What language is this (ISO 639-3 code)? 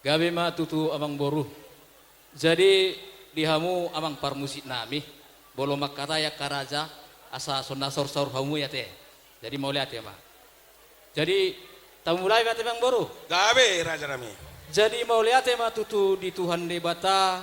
bbc